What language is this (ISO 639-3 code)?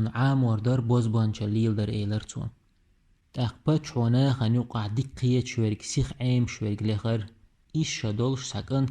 che